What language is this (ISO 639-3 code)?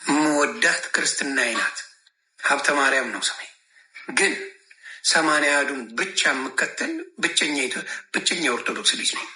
amh